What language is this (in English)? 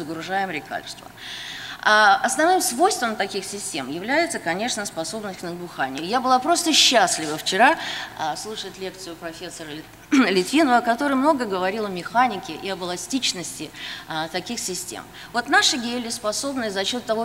Russian